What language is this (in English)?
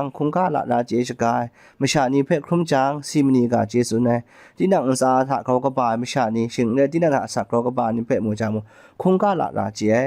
Kachin